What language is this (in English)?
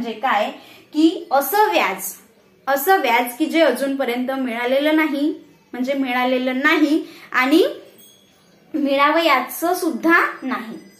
Marathi